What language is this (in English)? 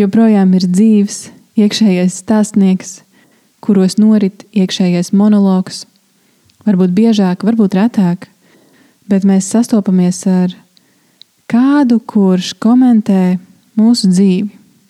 Latvian